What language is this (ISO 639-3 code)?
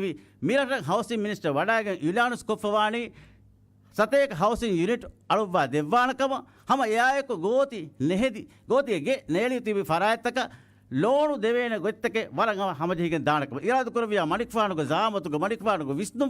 div